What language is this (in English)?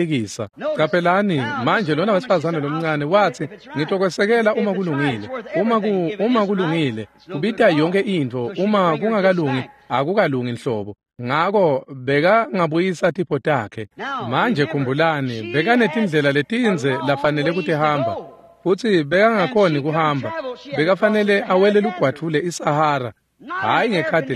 Swati